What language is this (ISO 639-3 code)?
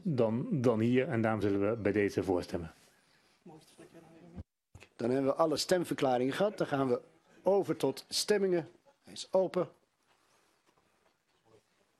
nld